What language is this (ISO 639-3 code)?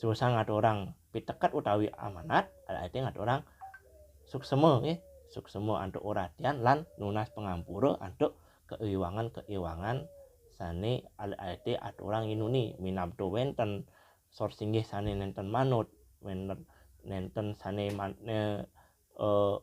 ban